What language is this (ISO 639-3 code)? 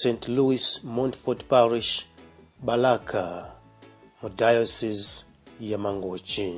nya